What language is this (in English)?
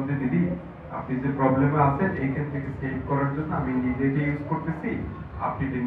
Bangla